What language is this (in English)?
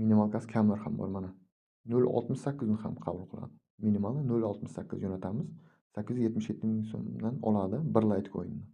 Uzbek